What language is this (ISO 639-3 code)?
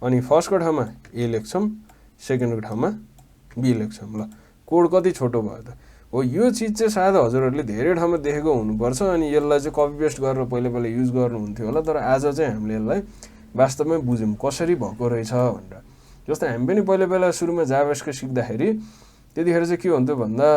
nep